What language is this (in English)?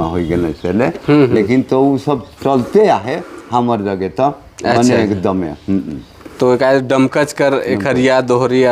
Sadri